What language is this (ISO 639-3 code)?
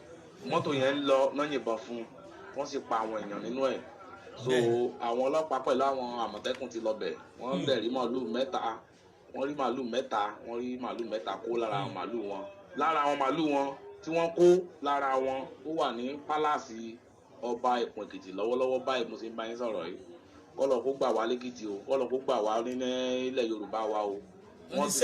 yor